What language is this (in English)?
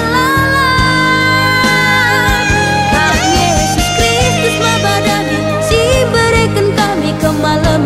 Batak Karo